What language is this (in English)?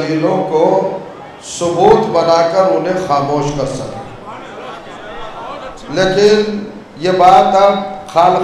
Urdu